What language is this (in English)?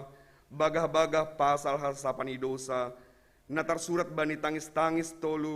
Batak Simalungun